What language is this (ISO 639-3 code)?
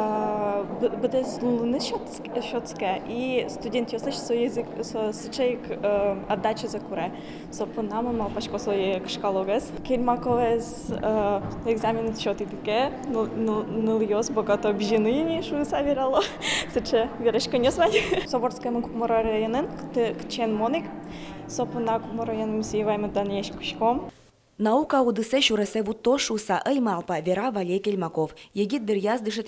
udm